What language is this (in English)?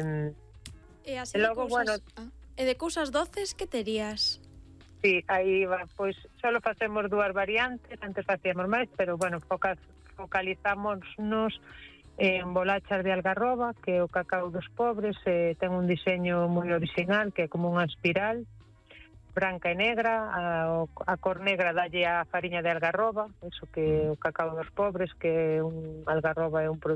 Galician